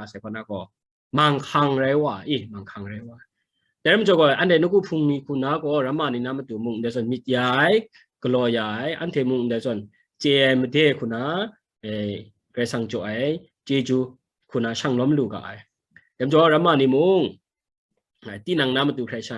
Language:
Kachin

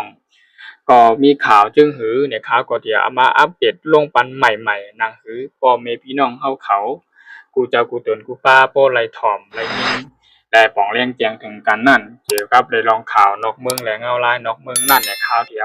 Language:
Shan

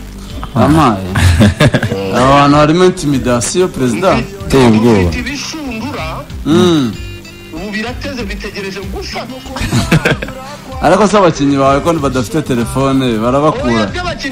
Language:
Kinyarwanda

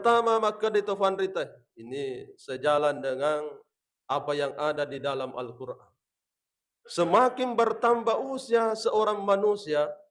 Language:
Buginese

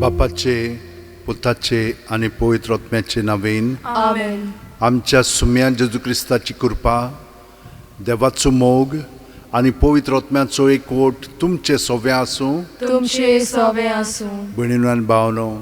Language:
Konkani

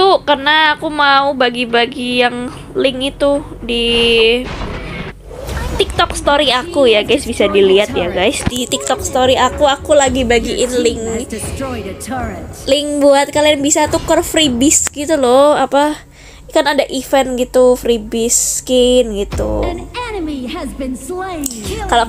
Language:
Indonesian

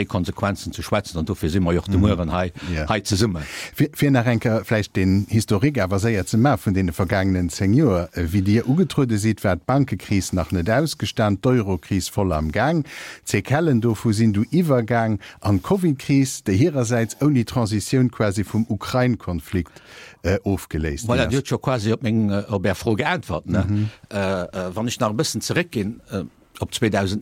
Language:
Luxembourgish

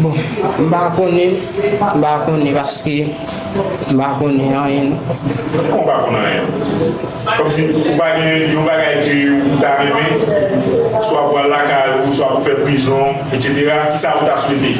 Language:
Haitian Creole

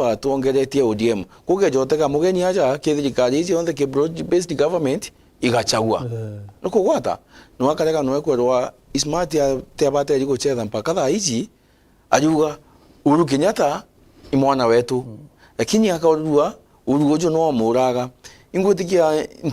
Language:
Meru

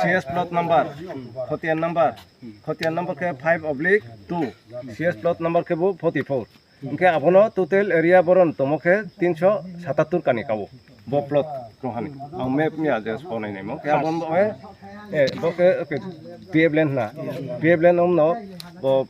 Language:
Riang (India)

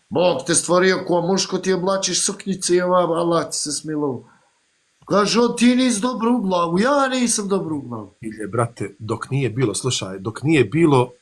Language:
Bosnian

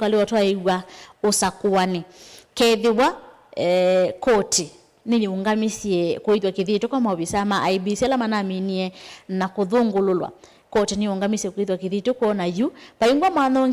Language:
Kamba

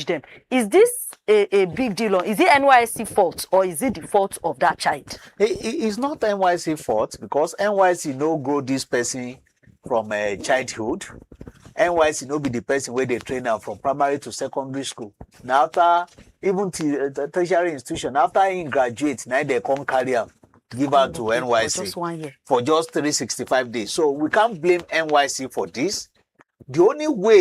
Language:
Nigerian Pidgin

